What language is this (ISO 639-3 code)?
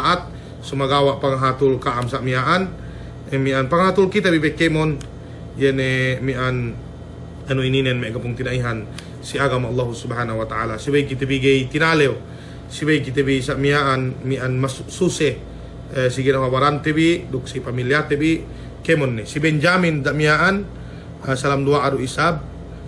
yka